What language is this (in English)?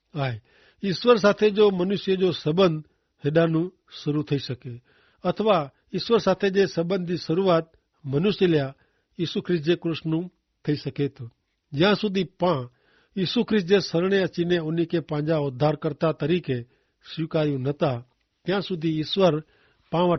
Kachhi